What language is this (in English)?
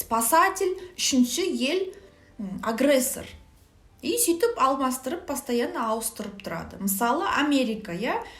Kazakh